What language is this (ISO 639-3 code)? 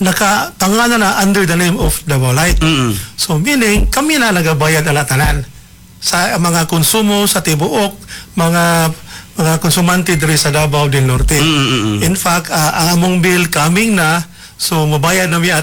ceb